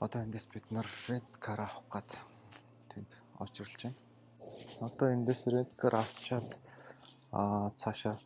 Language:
Mongolian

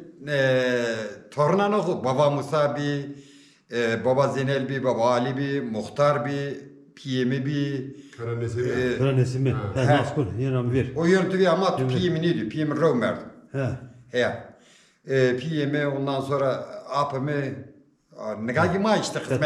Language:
Zaza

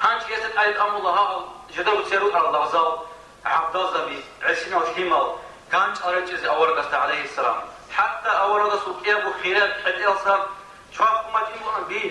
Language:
Avaric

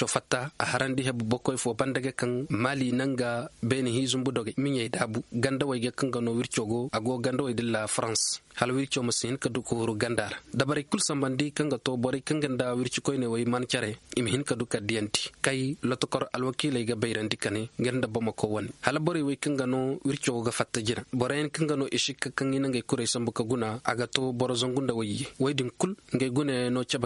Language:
Zarma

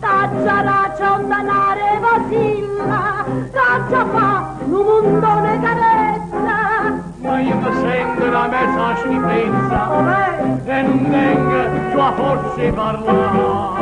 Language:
Neapolitan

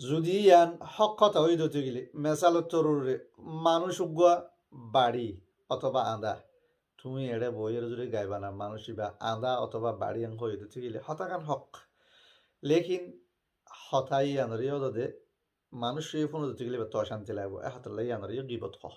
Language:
Rohingya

